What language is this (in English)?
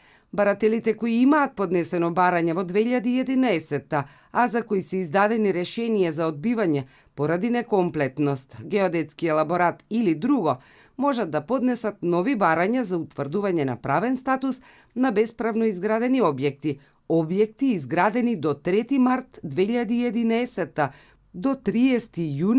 Macedonian